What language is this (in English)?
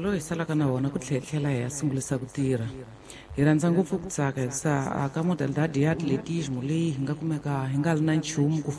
Tsonga